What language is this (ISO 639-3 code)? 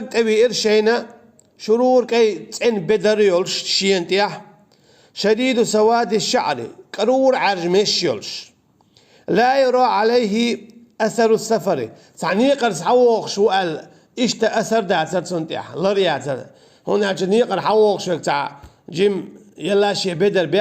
che